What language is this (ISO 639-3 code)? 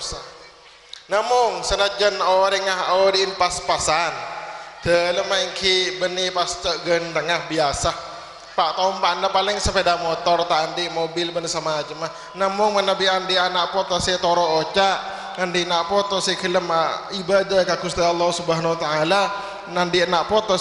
mad